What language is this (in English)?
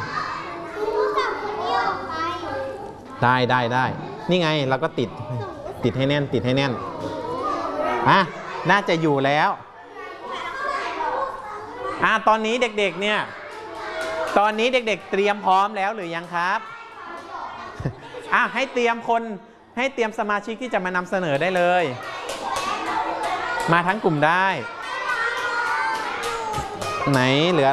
Thai